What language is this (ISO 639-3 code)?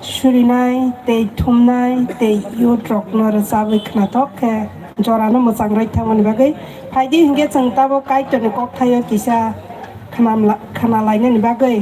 trp